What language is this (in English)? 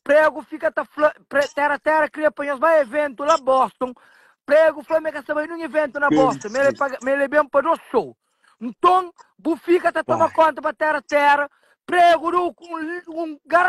Kabuverdianu